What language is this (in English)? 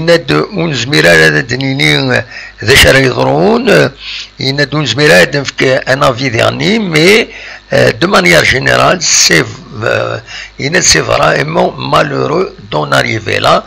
Kabyle